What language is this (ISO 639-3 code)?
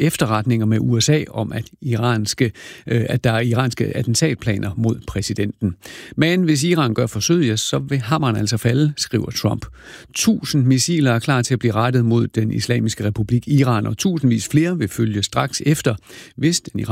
dan